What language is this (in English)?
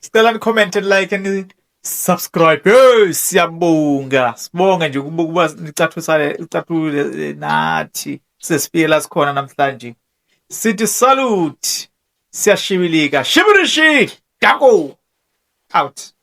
Zulu